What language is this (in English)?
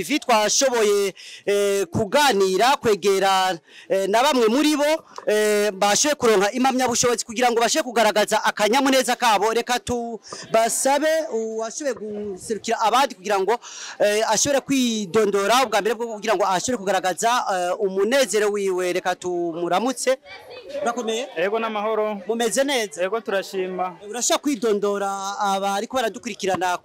Rundi